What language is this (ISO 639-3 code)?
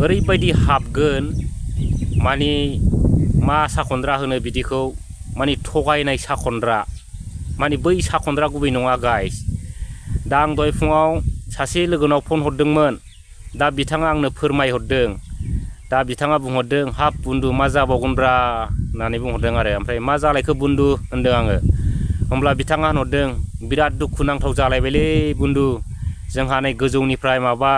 brx